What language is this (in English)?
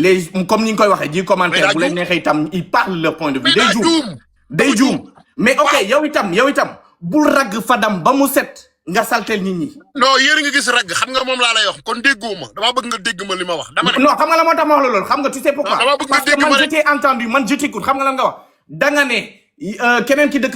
Wolof